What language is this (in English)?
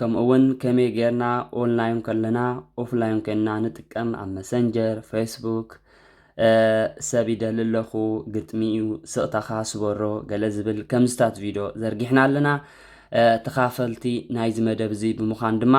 Tigrinya